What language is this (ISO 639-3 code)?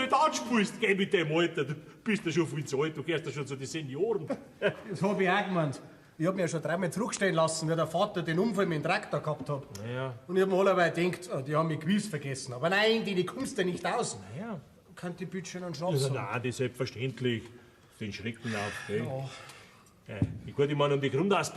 bar